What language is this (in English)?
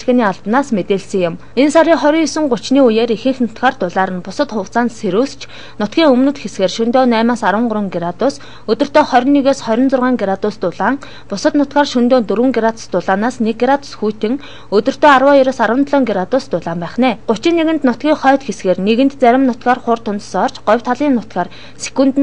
Mongolian